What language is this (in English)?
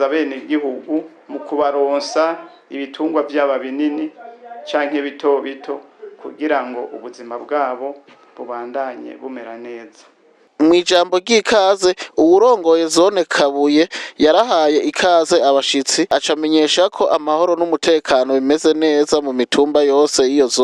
Rundi